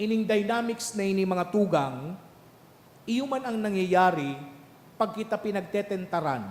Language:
Bikol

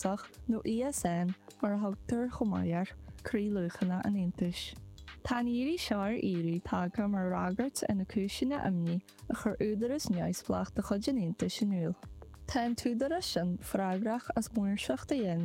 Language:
Irish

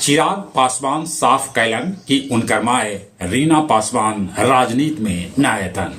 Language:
Magahi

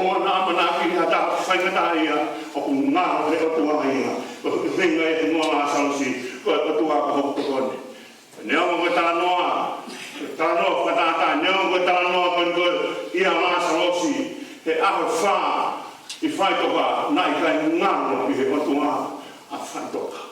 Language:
Tongan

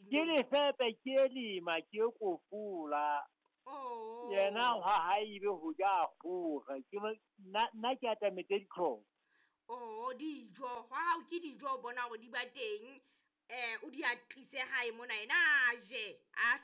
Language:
Southern Sotho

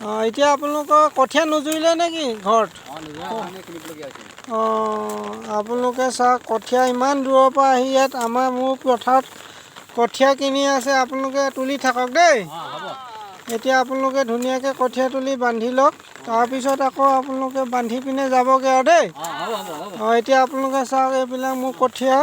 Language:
Assamese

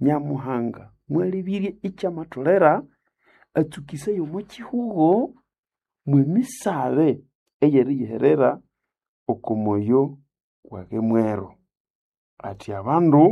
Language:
Nande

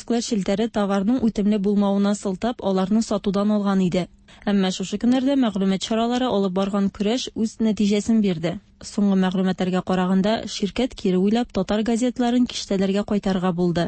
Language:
Tatar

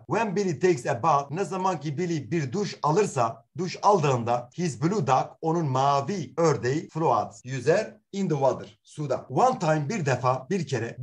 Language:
Turkish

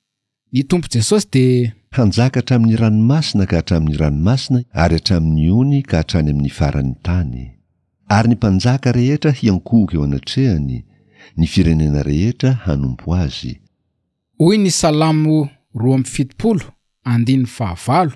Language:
Malagasy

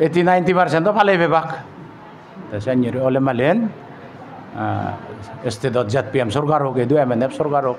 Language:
Chakma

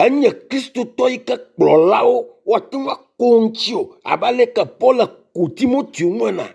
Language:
Ewe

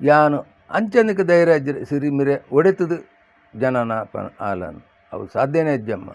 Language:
Tulu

